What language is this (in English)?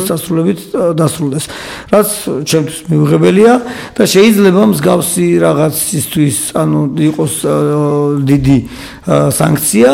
Georgian